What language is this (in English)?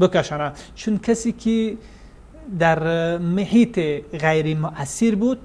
Persian